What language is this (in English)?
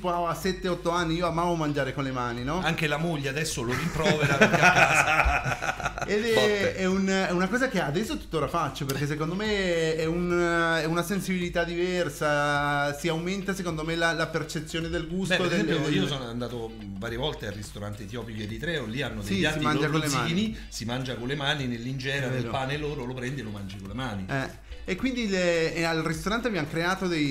Italian